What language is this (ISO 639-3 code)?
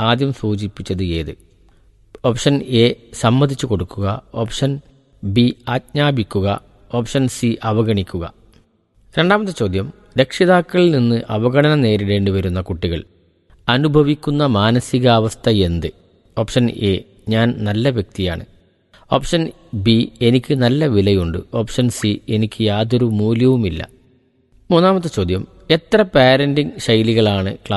mal